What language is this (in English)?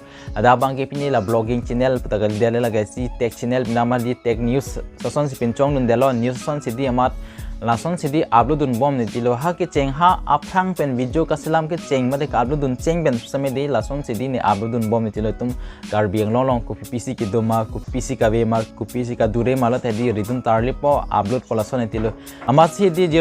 Karbi